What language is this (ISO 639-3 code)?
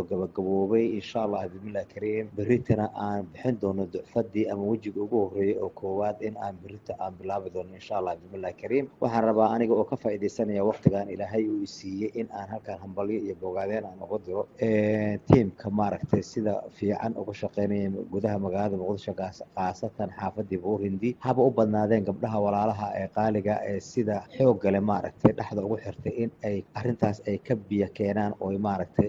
som